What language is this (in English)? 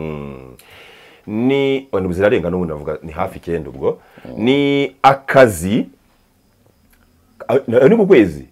Kinyarwanda